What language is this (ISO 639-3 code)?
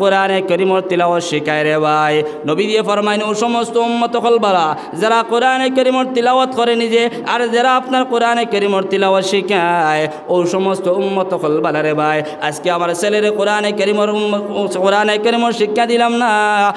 syl